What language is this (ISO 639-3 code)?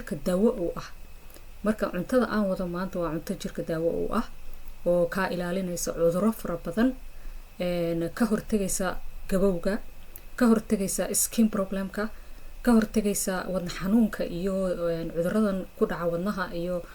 som